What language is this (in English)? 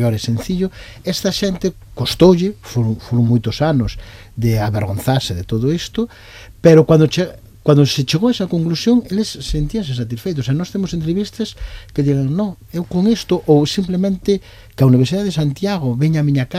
Galician